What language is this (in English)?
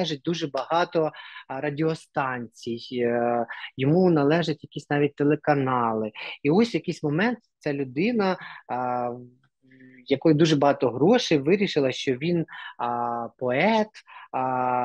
Ukrainian